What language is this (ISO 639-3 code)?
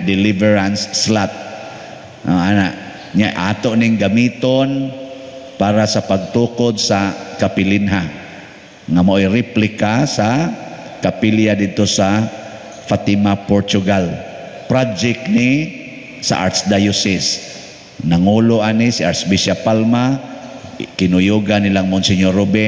ceb